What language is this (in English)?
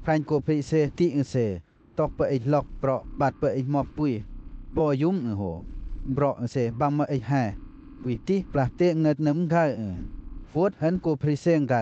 Western Lawa